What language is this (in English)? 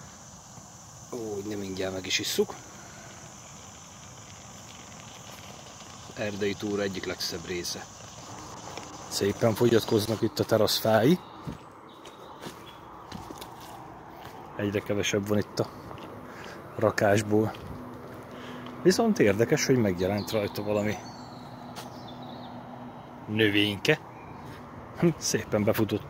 Hungarian